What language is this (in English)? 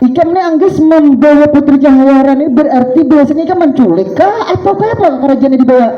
Banjar